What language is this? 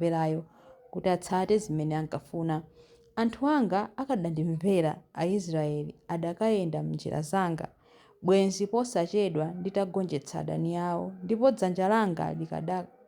Nyanja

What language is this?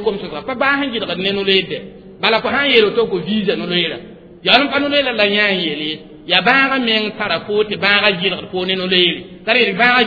Mossi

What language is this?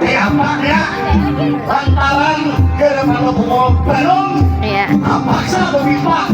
Banjar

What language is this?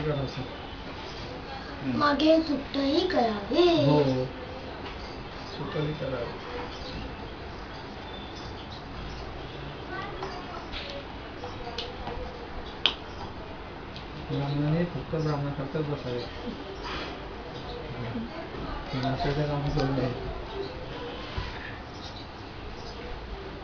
Marathi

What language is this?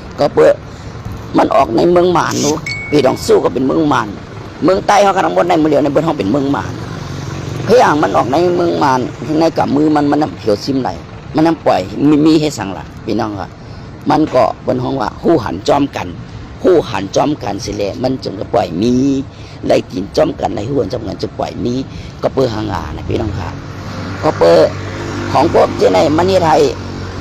Shan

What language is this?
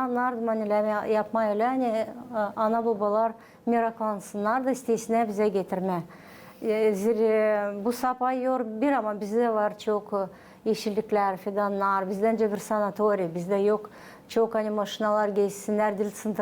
Gagauz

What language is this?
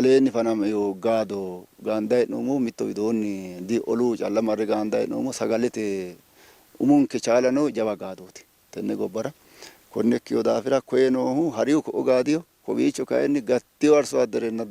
Sidamo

